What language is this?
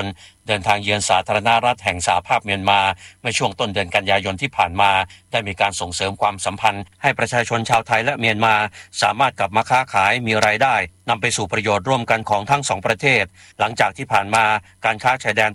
Thai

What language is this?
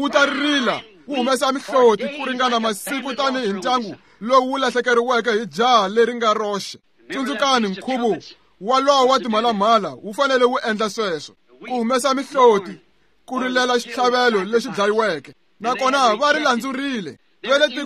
Tsonga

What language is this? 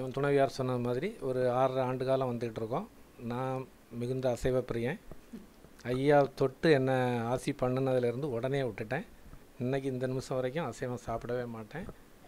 Tamil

